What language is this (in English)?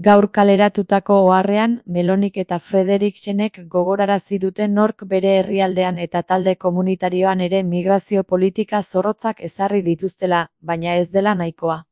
Basque